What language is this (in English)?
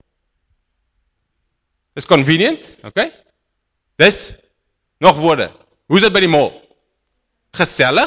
Afrikaans